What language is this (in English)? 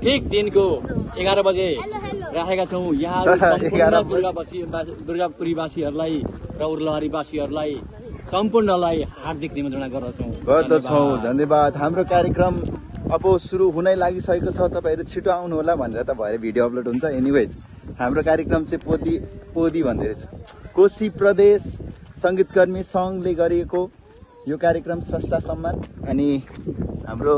Nepali